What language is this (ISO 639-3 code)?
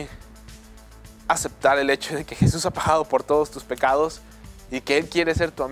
spa